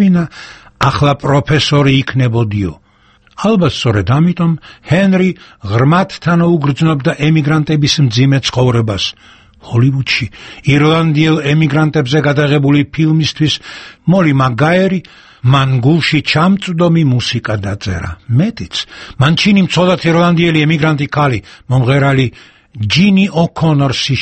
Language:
Georgian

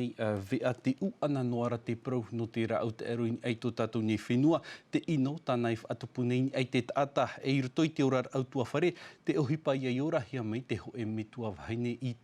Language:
Tahitian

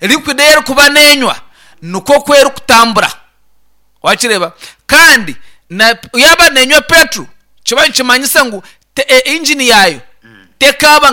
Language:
Nyankole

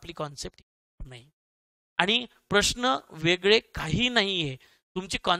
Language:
Marathi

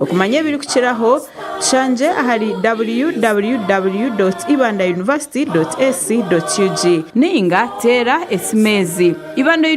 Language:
Nyankole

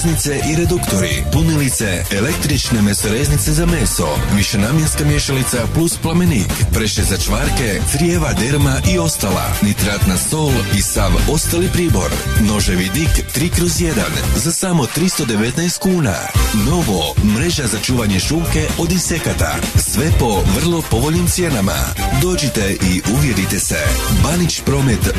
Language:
Croatian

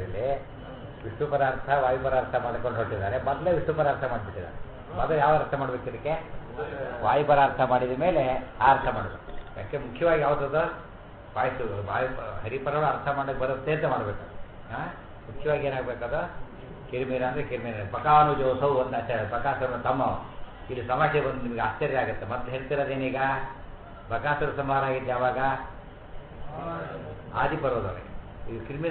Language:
Kannada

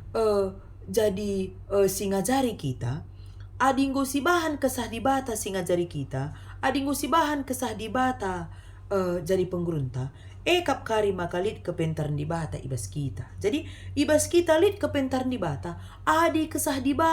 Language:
Batak Karo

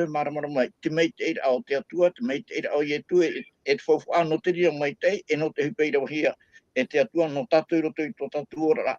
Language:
Tahitian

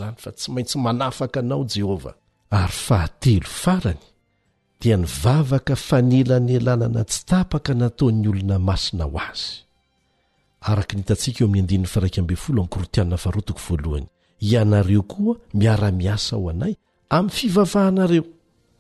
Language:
Malagasy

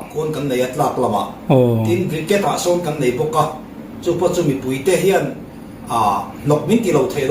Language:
Mizo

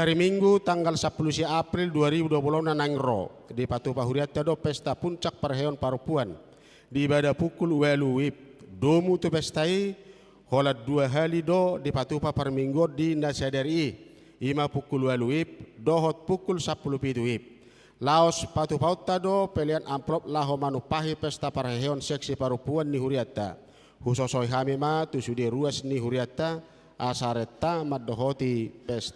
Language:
Batak Toba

